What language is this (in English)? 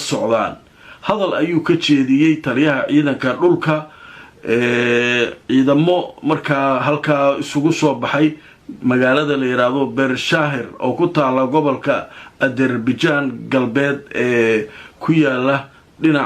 Somali